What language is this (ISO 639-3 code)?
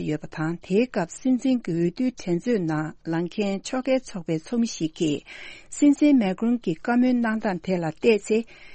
bod